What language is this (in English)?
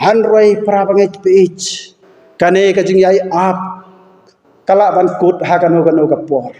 Khasi